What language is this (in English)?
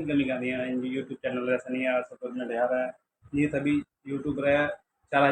Santali